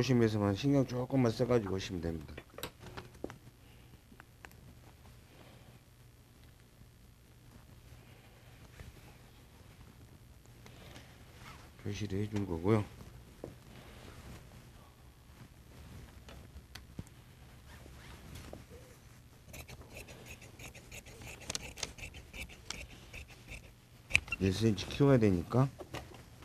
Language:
Korean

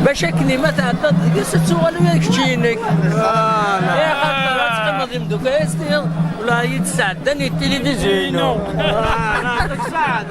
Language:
Kabyle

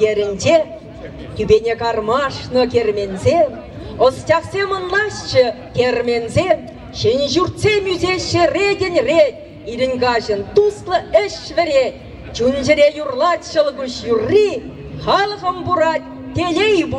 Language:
Chuvash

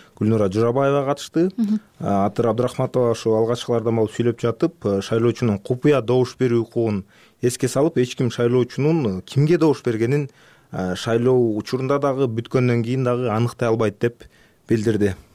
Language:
Kyrgyz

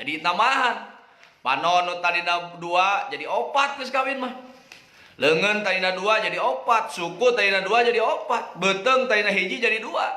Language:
Sundanese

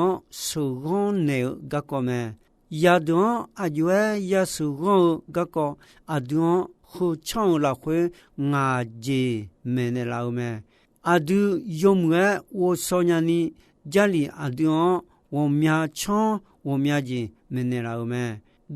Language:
Akha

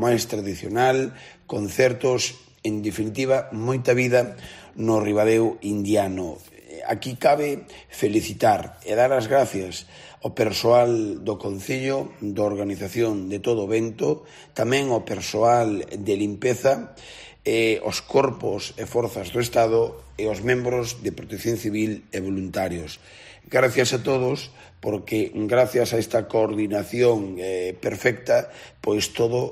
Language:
Galician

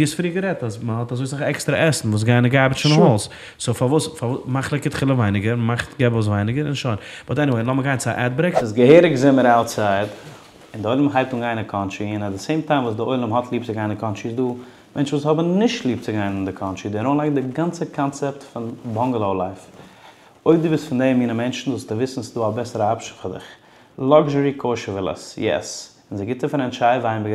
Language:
Yiddish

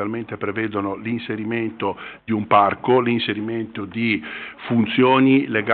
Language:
Italian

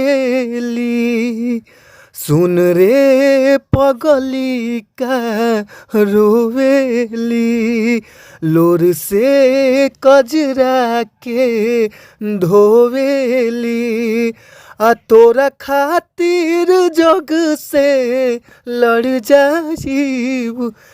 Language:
Bhojpuri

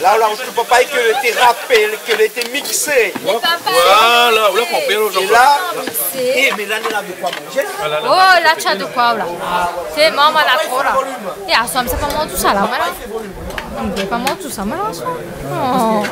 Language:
Réunion Creole French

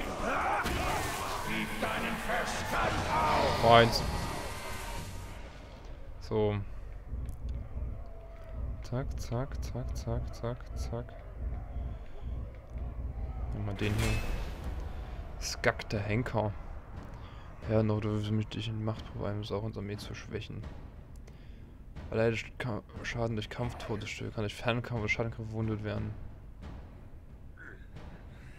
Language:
German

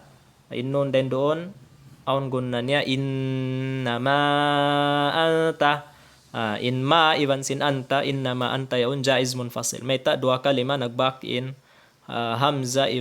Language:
Tausug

